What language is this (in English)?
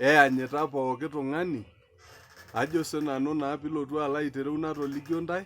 Masai